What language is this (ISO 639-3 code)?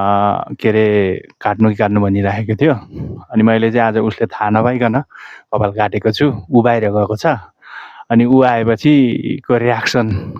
nep